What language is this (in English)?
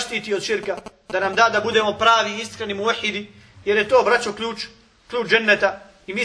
Bosnian